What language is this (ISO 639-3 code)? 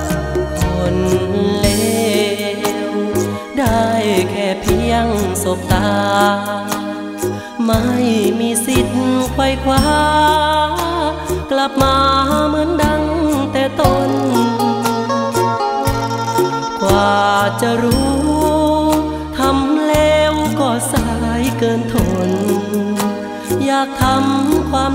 tha